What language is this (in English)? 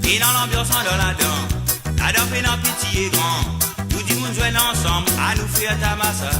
Morisyen